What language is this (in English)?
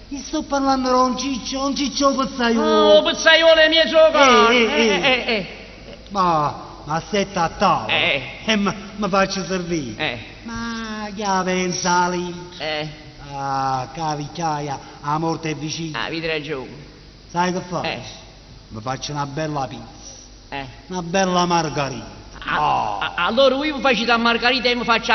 Neapolitan